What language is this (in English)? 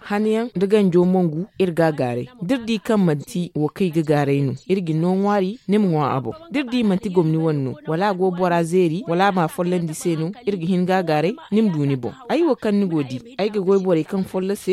Zarma